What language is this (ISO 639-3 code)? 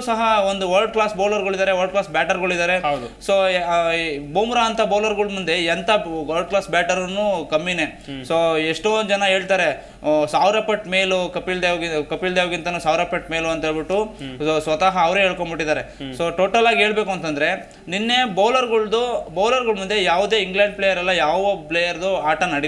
kan